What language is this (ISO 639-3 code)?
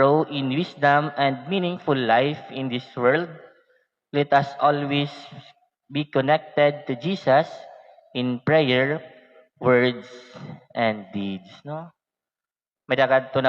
war